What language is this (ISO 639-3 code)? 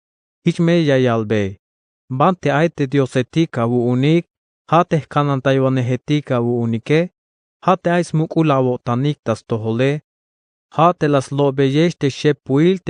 tzh